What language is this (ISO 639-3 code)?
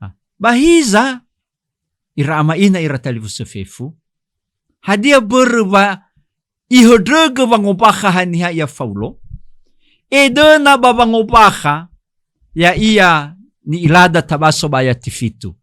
nia